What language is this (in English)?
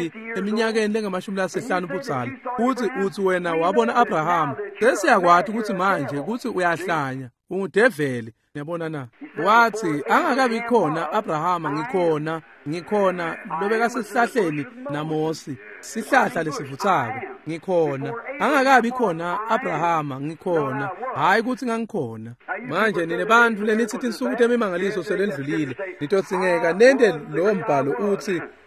Swati